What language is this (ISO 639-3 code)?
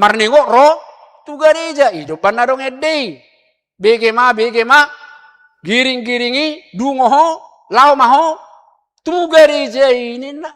bbc